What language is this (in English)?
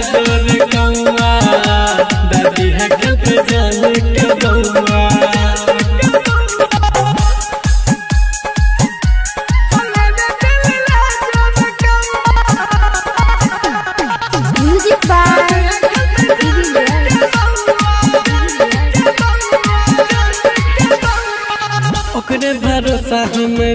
Bhojpuri